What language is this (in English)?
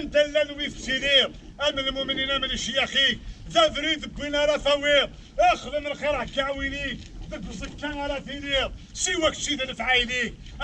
Kabyle